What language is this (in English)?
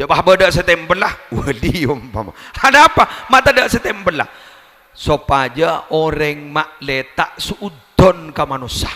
Madurese